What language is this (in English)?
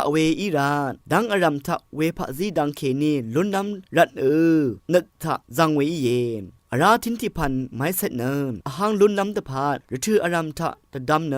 Rawang